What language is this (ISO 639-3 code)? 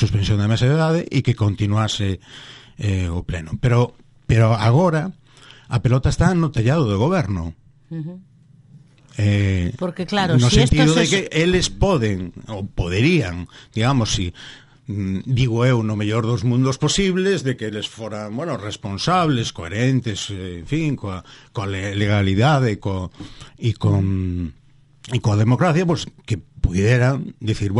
glg